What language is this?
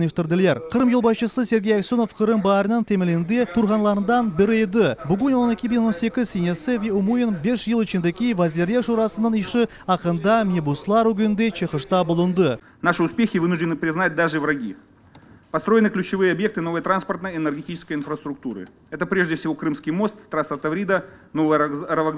Crimean Tatar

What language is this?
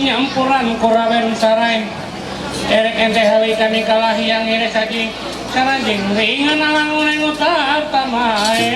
Ma'anyan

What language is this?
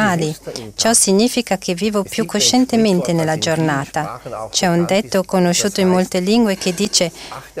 Italian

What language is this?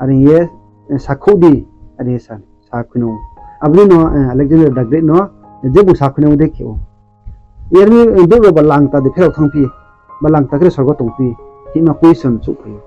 Riang (India)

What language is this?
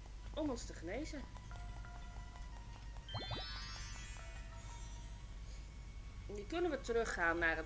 Dutch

